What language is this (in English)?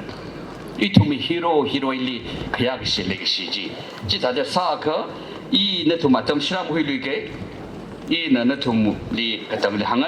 Tangkhul Naga (India)